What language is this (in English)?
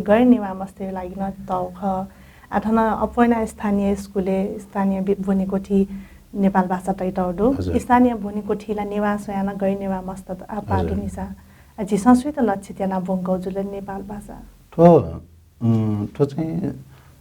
Newari